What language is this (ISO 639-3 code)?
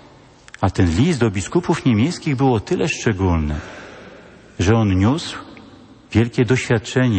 pol